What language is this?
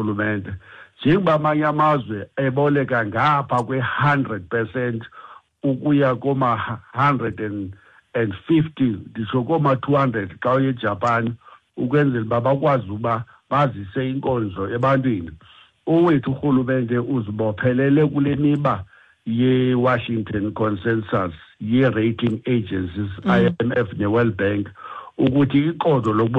Xhosa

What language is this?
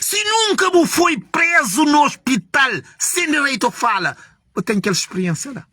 Kabuverdianu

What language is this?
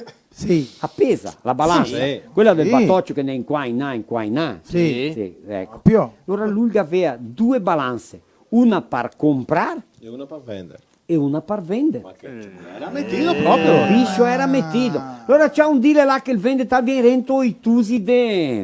Venetian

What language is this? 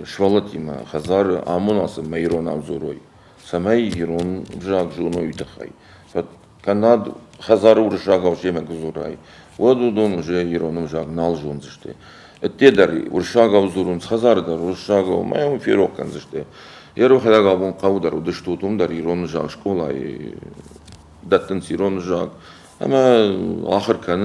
Ossetic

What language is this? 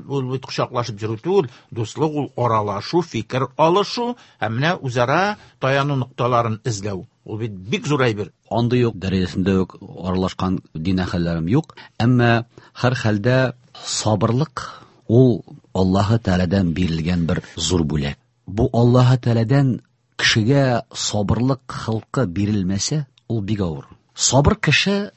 Tatar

